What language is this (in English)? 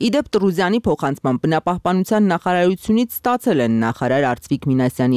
Armenian